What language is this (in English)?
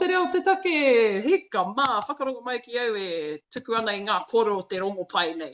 Māori